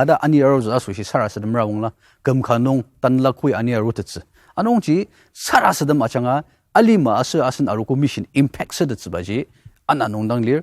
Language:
Ao Naga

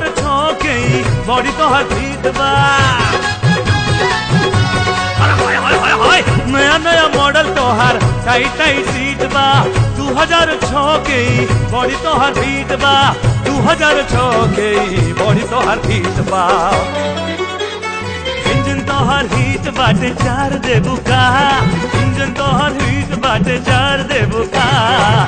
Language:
Bhojpuri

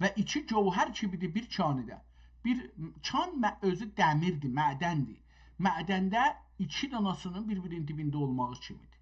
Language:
South Azerbaijani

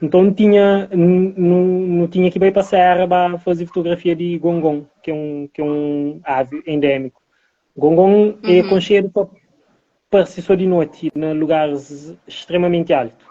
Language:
Kabuverdianu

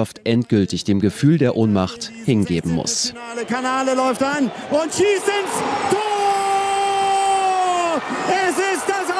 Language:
German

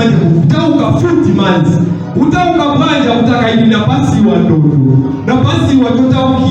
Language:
Nyanja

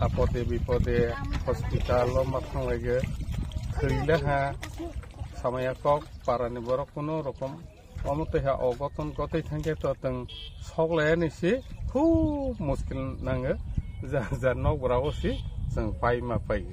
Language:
Riang (India)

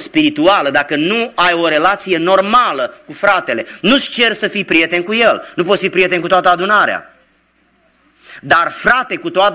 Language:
Romanian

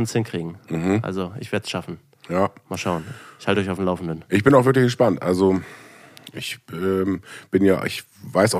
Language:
German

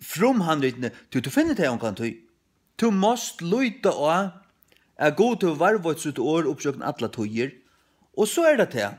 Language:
Faroese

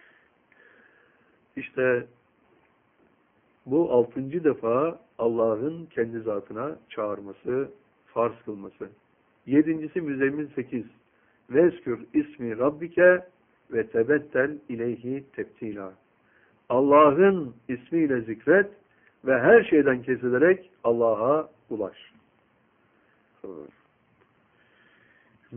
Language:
Turkish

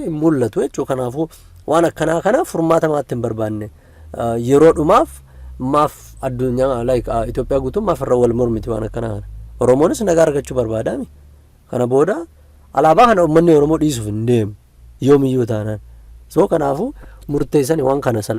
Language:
Oromo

